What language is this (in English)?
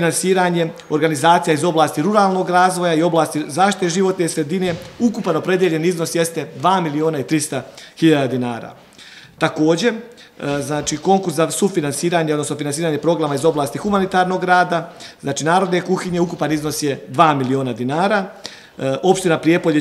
Serbian